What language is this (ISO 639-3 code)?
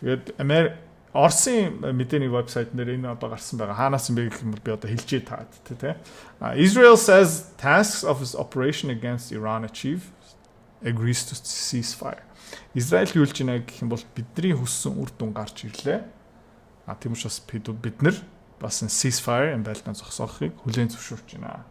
mon